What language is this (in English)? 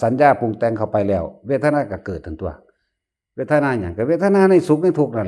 Northeastern Thai